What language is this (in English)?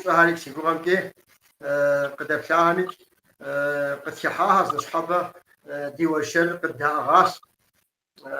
Kabardian